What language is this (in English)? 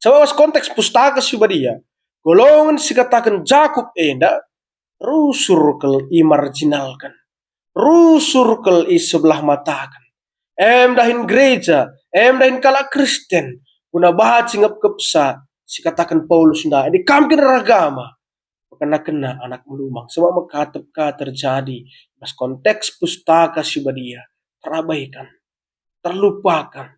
Batak Karo